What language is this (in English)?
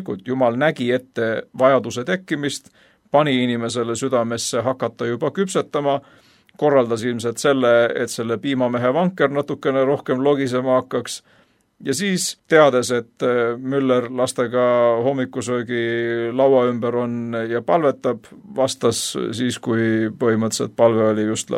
Estonian